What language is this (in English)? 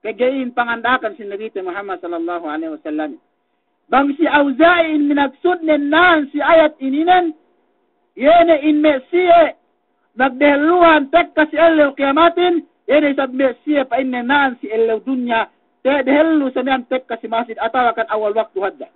Yakan